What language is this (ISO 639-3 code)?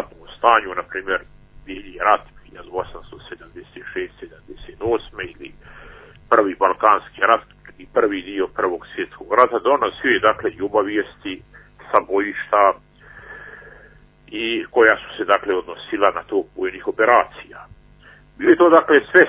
bos